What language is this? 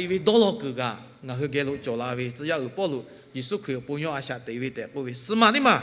Lahu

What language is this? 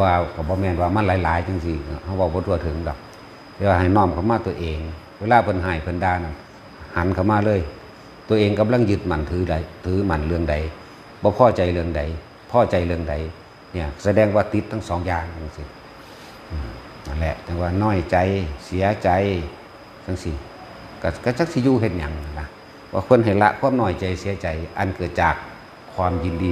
Lao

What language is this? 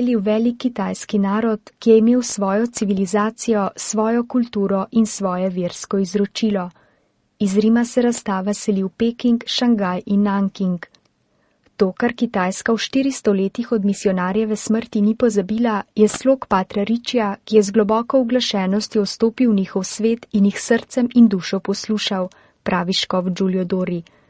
Slovenian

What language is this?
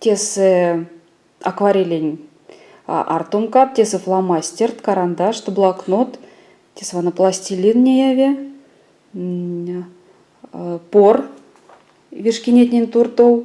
Erzya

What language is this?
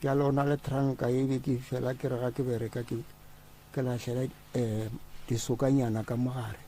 Northern Sotho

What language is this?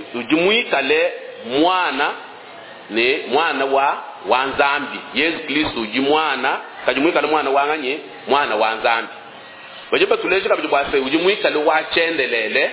Luba-Lulua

